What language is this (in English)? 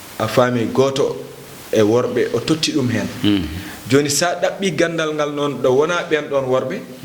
Fula